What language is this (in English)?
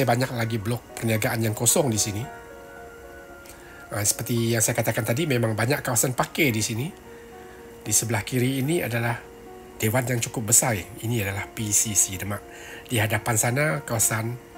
Malay